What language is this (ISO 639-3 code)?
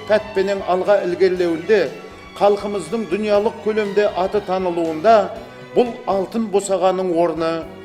kaa